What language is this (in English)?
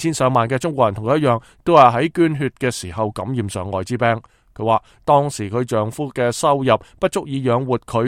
Cantonese